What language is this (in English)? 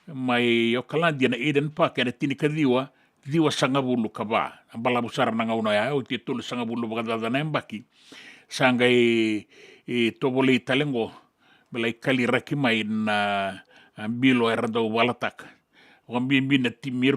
Fijian